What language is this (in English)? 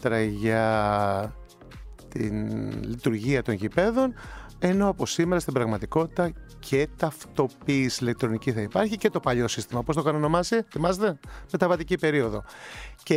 Greek